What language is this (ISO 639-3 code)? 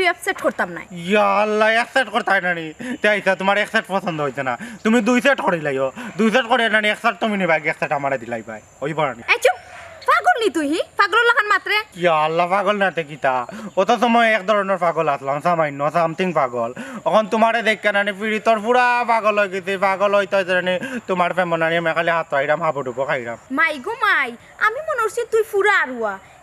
syl